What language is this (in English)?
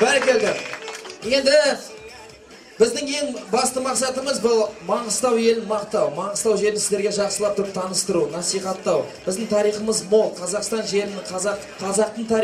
Kazakh